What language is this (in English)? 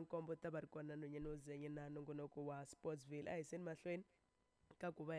Tsonga